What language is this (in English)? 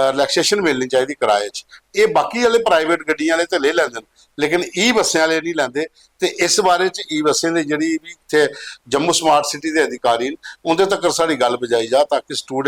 Dogri